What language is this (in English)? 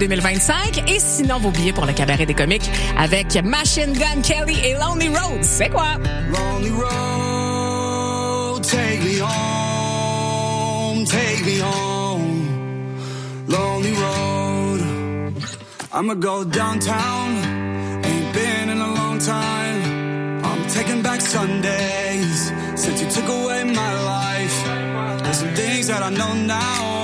French